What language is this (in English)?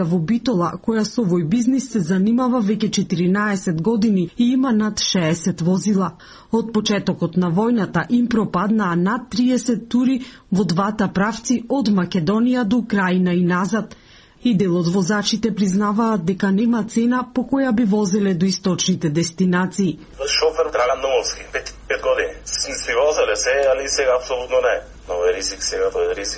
Macedonian